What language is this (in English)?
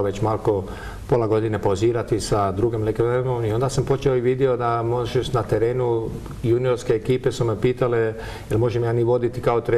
Croatian